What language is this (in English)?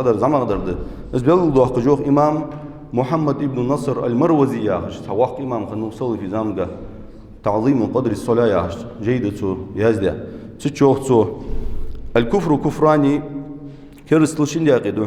Ingush